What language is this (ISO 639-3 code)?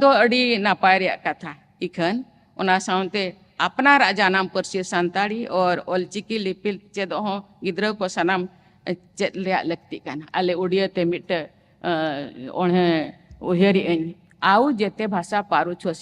sat